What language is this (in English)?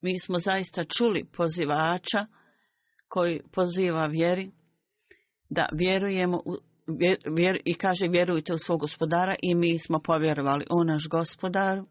Bosnian